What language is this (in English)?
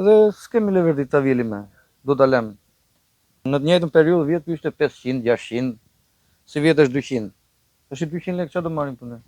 Albanian